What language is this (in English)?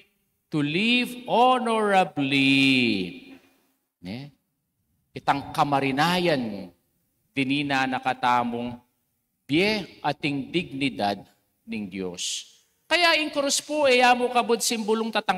Pampanga